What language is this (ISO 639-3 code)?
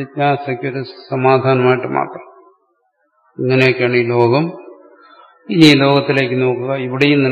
mal